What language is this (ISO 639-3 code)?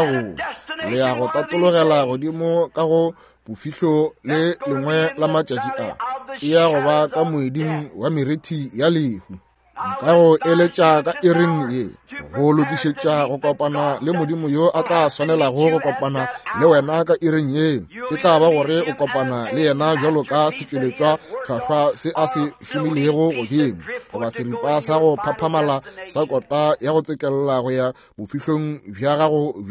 nso